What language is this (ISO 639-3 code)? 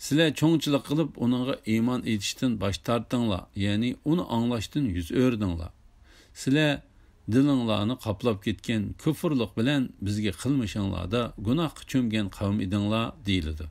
uig